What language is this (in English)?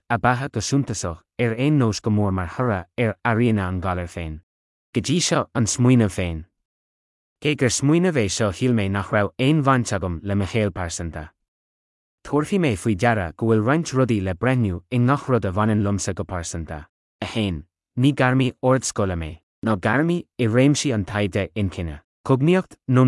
Irish